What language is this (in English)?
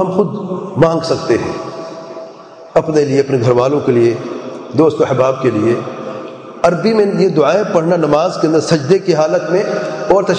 Urdu